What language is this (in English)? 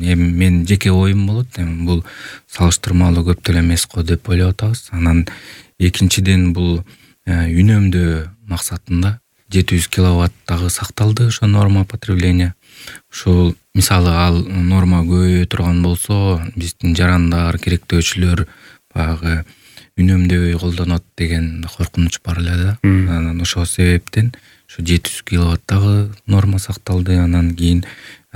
Kyrgyz